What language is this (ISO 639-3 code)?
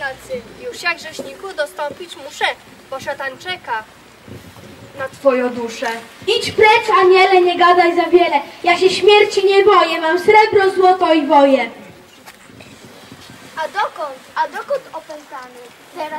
pol